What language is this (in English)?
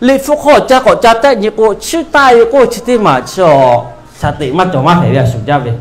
Lahu